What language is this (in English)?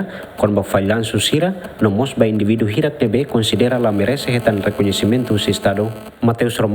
Tetum